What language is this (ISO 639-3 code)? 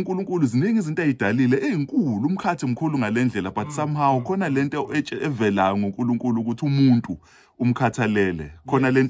zul